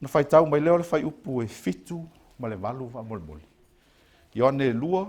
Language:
Samoan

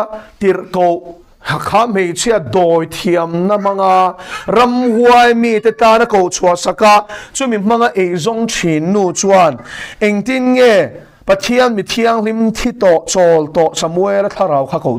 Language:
Mizo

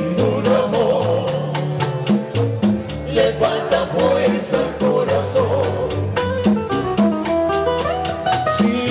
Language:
Spanish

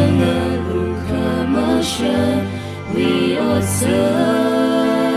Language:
Tangkhul Naga (India)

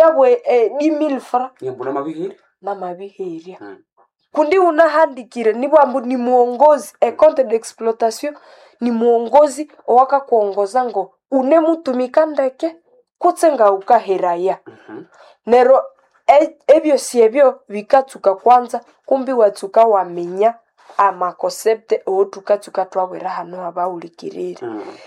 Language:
Nande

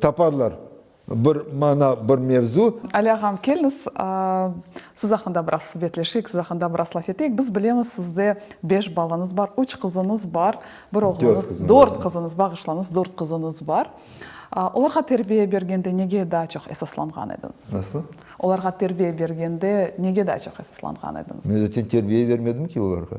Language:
Crimean Tatar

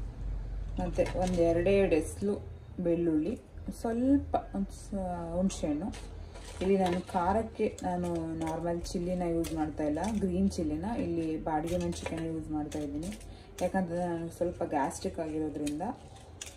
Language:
Kannada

